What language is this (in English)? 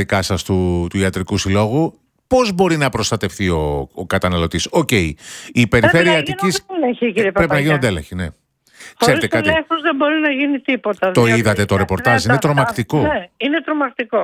Greek